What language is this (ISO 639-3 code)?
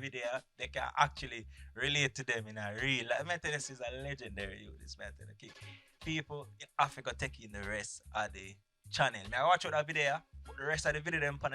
jam